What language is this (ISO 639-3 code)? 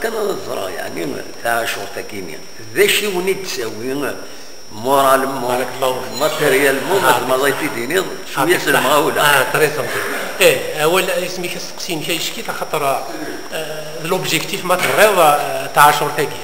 kab